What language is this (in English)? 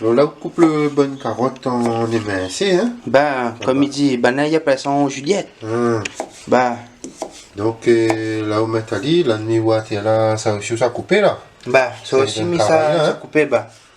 Réunion Creole French